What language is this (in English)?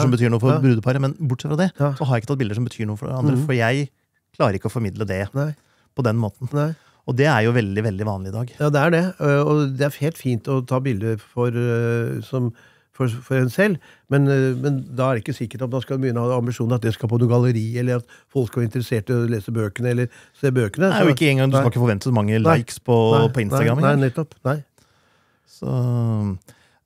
Norwegian